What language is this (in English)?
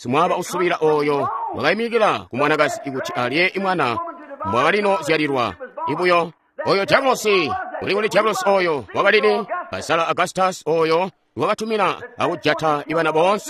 Tonga (Zambia)